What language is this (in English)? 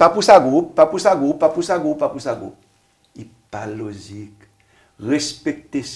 Seselwa Creole French